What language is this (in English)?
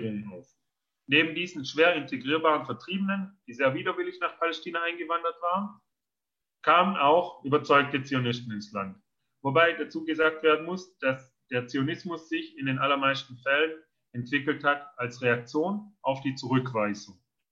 German